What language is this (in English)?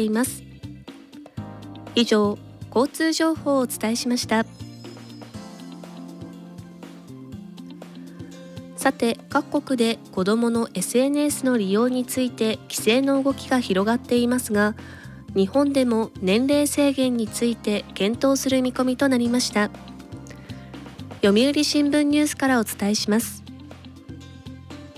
Japanese